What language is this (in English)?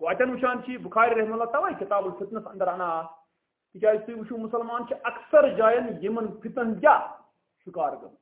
Kashmiri